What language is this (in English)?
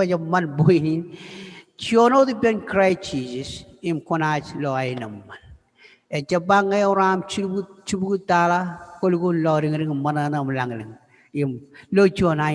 Marshallese